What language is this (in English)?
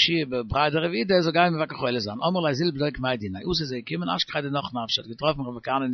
Yiddish